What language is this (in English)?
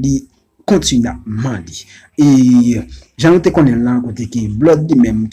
Haitian Creole